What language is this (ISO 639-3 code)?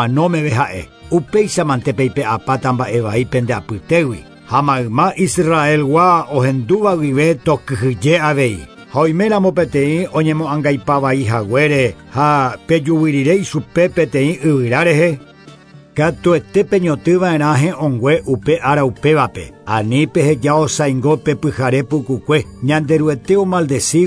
grn